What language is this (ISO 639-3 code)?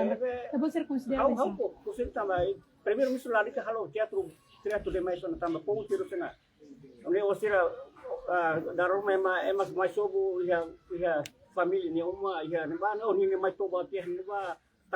tet